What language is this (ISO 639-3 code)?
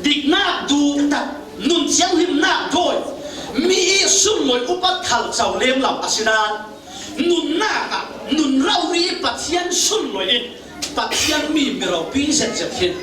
cfm